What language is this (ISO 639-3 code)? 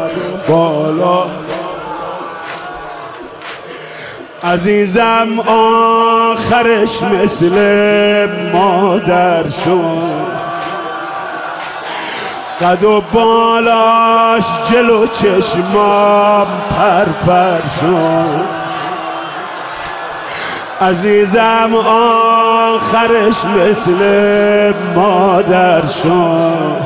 fas